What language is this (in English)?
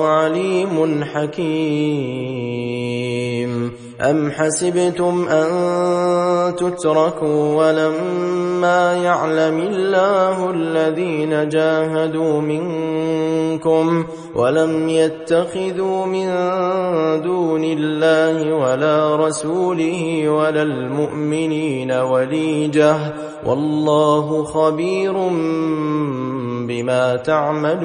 Arabic